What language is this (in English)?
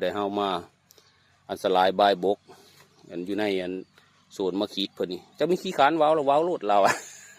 Northeastern Thai